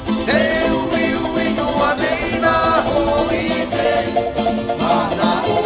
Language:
Tahitian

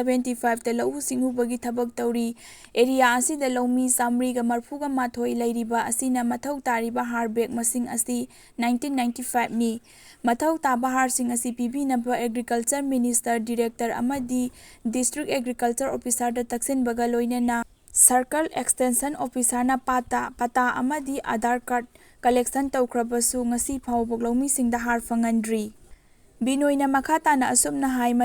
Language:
Manipuri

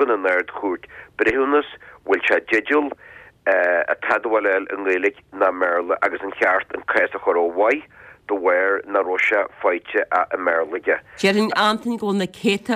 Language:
Irish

